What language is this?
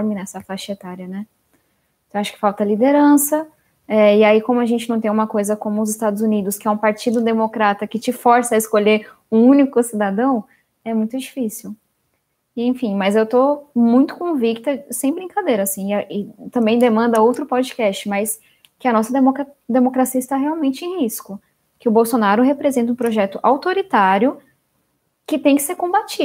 Portuguese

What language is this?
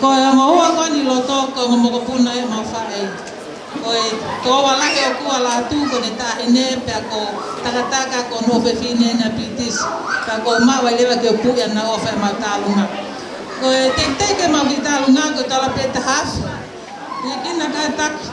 Tongan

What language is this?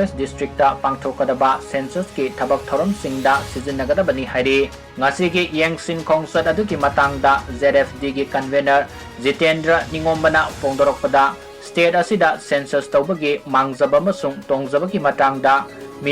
Manipuri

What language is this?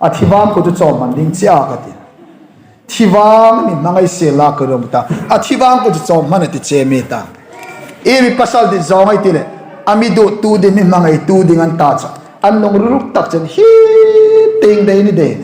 Hmar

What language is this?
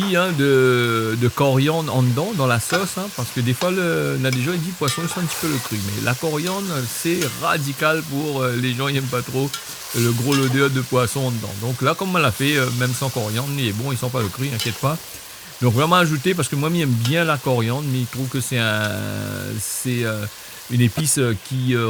Réunion Creole French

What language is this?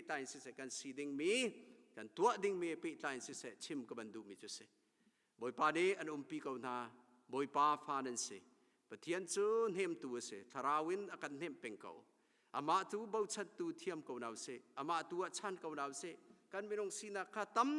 Hakha Chin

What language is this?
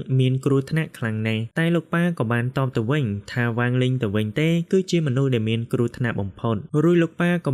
Khmer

